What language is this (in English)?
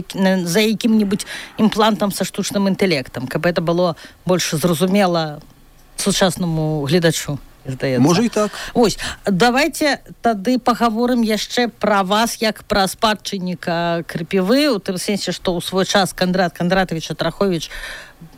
Belarusian